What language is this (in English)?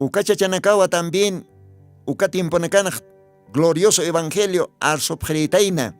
Aymara